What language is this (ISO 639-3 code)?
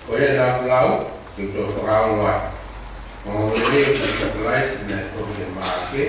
ton